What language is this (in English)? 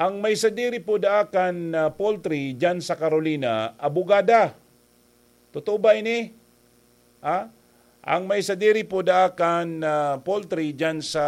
Bikol